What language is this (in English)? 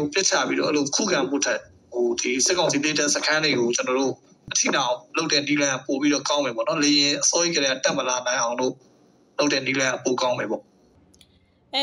Burmese